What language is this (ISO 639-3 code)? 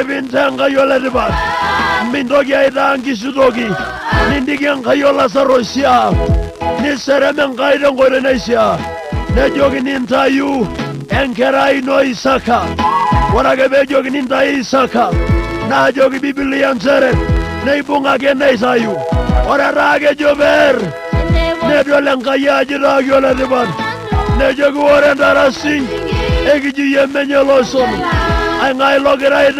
mas